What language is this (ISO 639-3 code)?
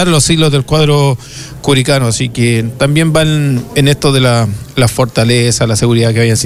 spa